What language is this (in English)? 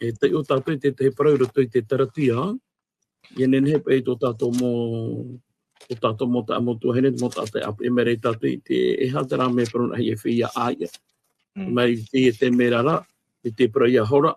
Tahitian